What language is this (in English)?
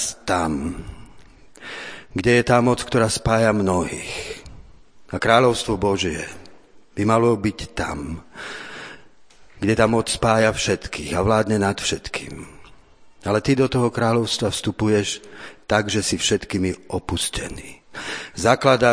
Slovak